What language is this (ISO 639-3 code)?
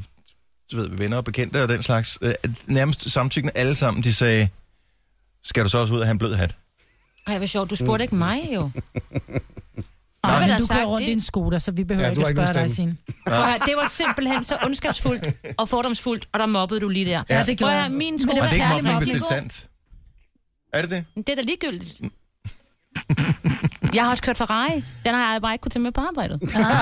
dan